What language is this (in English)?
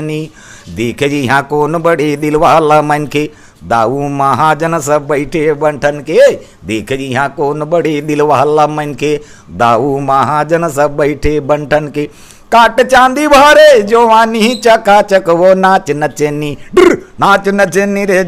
Chhattisgarhi